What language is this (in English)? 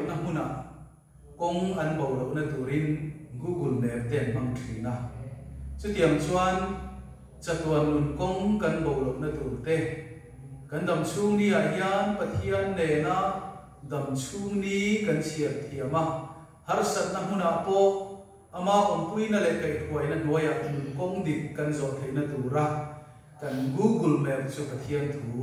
Mizo